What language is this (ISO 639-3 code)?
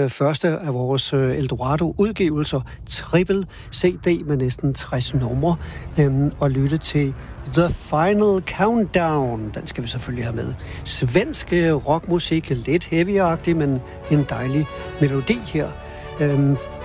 dan